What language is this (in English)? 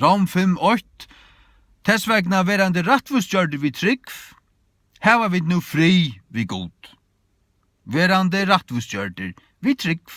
Faroese